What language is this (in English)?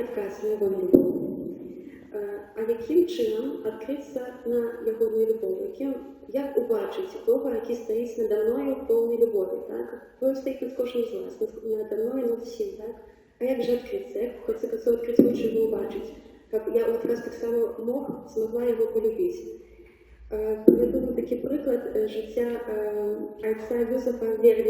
Belarusian